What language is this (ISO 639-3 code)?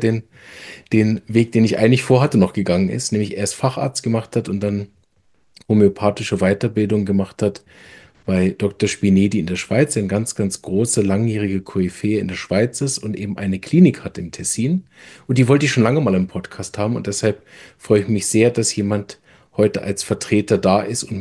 deu